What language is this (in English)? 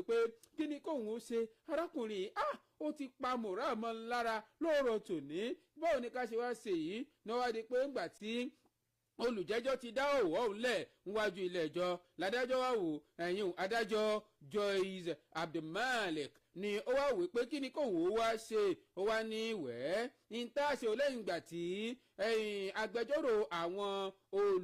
Yoruba